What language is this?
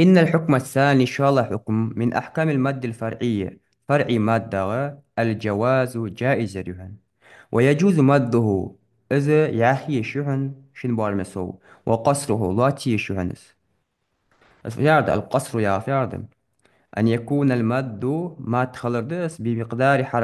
Ingush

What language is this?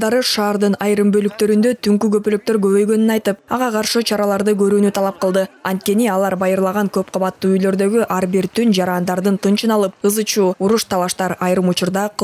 Kyrgyz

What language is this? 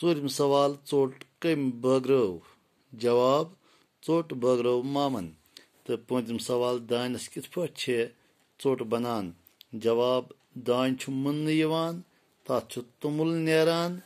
Kashmiri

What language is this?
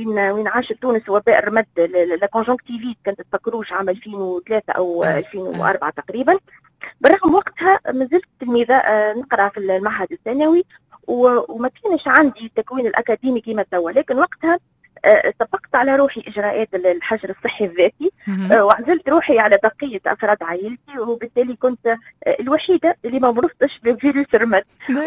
Tunisian Arabic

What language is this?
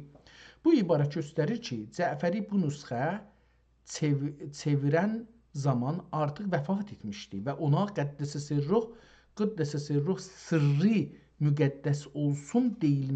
South Azerbaijani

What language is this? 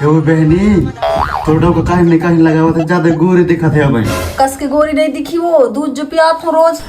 Chhattisgarhi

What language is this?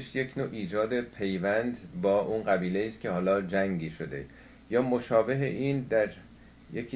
Persian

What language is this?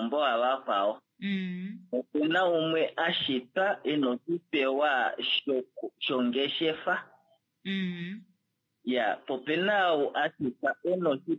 Kuanyama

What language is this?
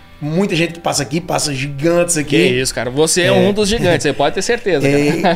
Portuguese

